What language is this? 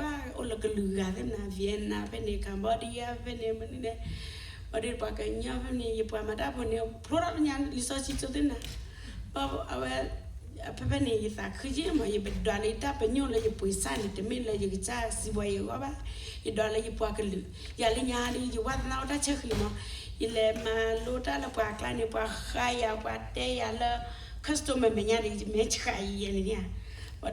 S'gaw Karen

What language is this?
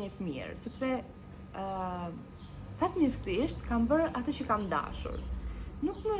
Albanian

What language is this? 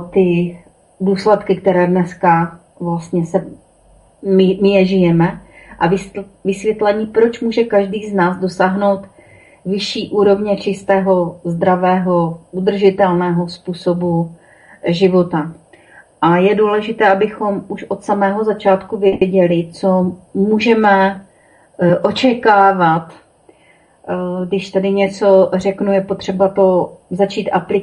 Czech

